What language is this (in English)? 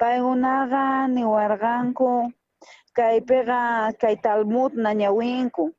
South Bolivian Quechua